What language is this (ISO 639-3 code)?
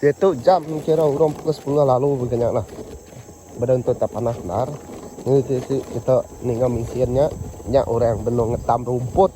iba